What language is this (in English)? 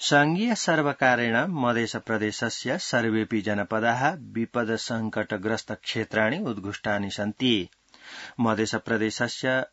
Sanskrit